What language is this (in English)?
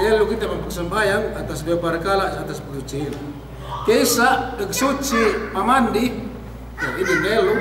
Yakan